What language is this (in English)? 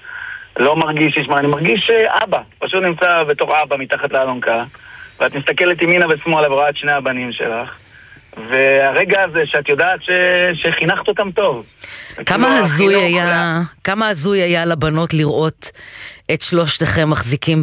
Hebrew